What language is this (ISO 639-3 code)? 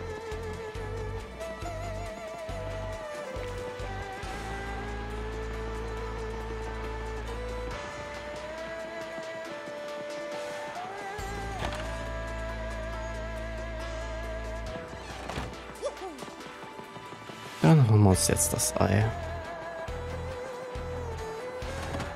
deu